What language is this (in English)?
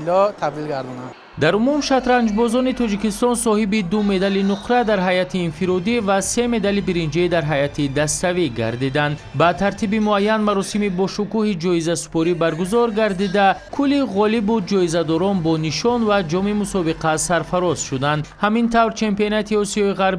Tajik